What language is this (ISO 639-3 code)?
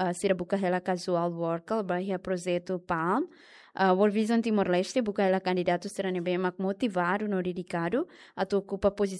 tet